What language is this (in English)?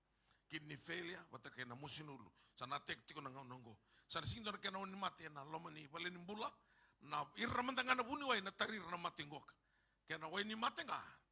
Fijian